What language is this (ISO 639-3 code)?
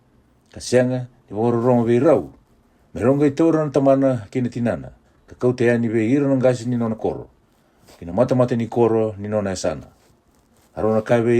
fij